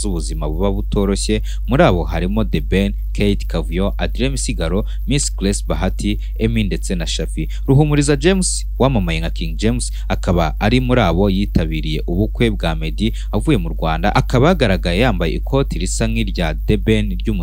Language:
Kinyarwanda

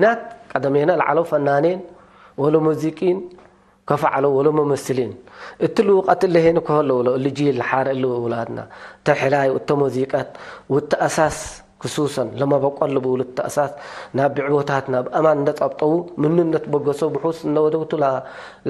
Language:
Tigre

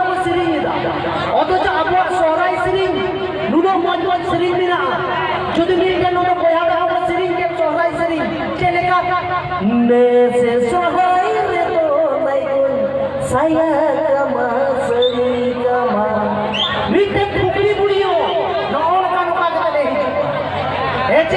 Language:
Santali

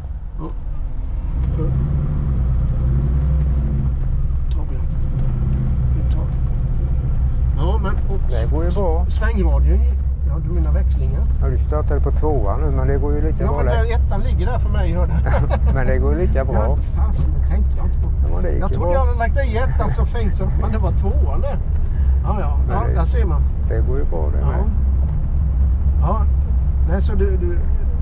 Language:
Swedish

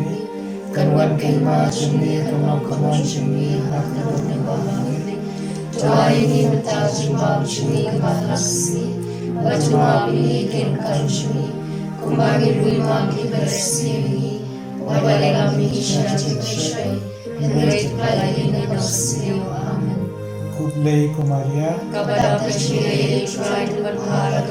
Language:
Khasi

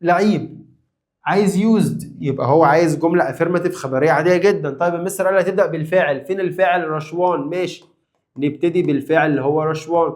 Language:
Egyptian Arabic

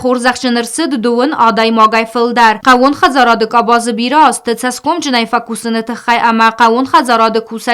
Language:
Ossetic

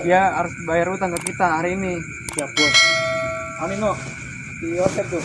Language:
Betawi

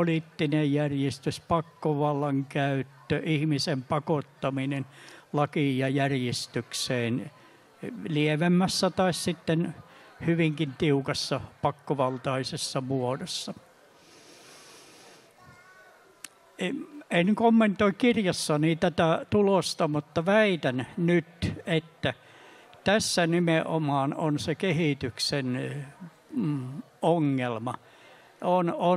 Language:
Finnish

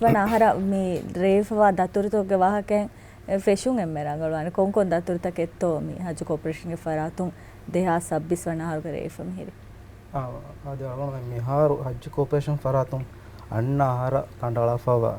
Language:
Divehi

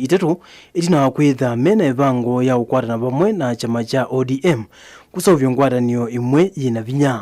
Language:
Kamba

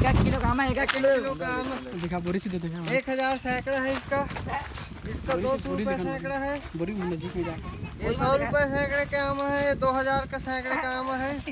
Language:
Chhattisgarhi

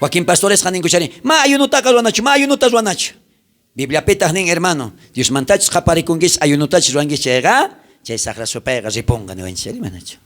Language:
South Bolivian Quechua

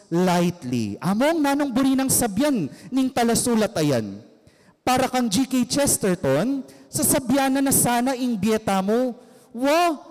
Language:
Pampanga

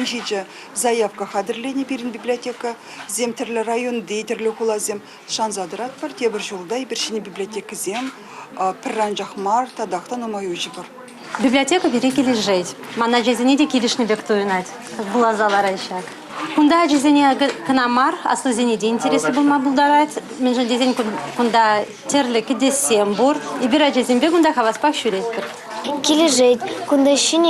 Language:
Chuvash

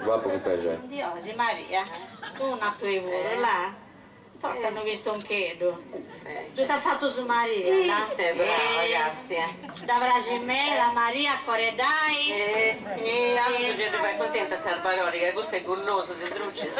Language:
Sardinian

